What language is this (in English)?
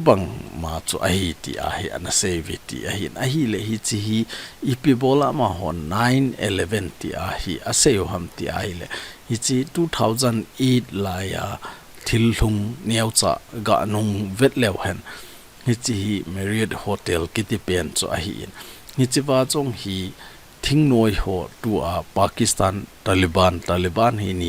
Thado Chin